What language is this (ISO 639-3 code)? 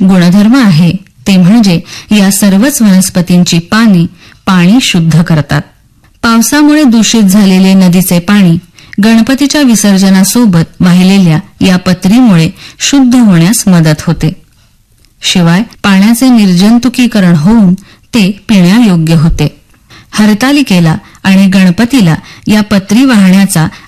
mar